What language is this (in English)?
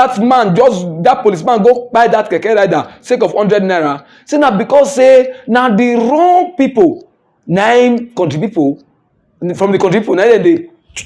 Nigerian Pidgin